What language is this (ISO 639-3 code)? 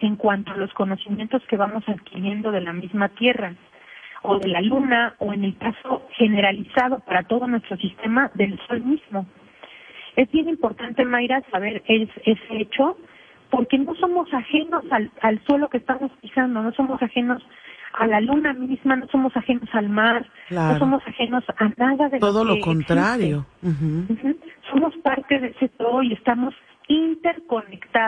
spa